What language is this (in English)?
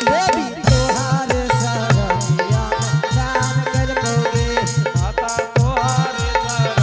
Angika